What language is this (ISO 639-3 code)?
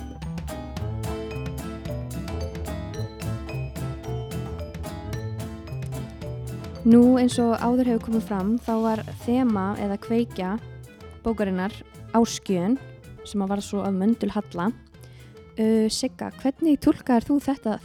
isl